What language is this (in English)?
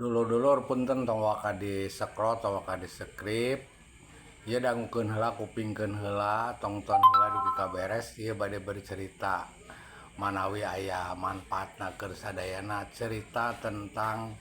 Sundanese